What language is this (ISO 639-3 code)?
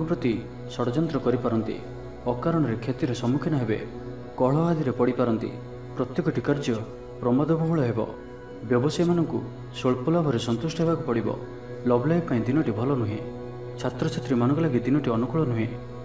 ori